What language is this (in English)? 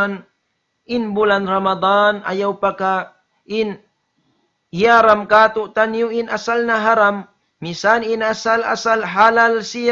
Tausug